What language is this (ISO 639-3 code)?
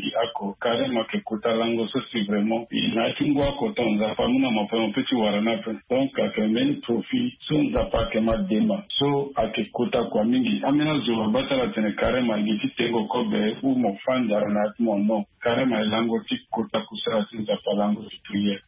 sag